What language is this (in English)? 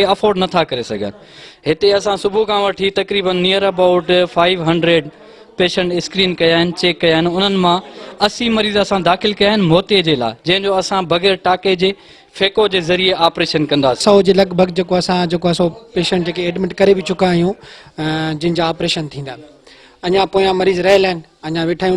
Sindhi